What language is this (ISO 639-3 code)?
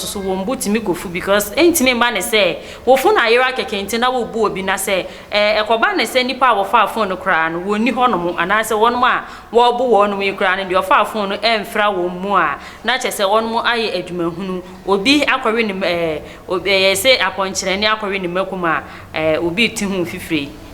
aka